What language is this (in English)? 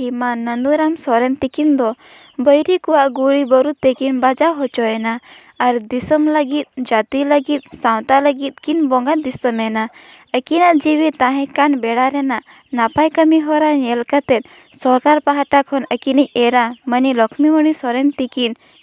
Santali